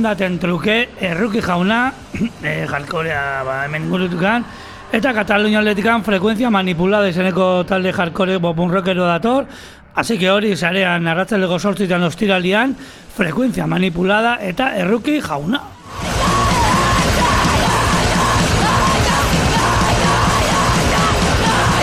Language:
Basque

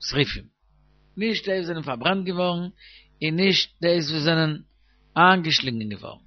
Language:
Yiddish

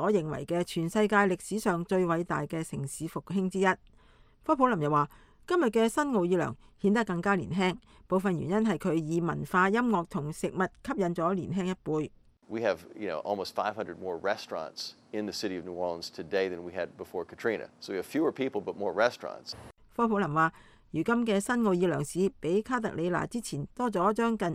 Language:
Cantonese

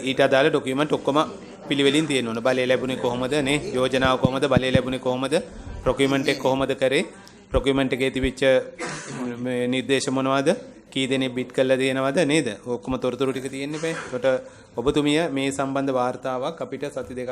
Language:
Sinhala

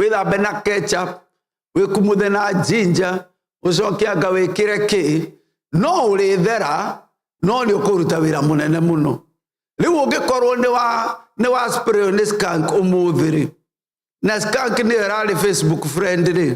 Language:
Kikuyu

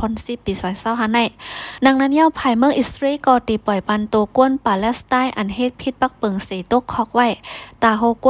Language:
Shan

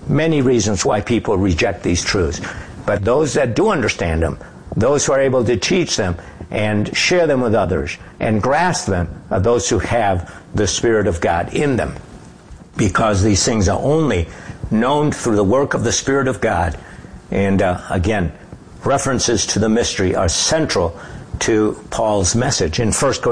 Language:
English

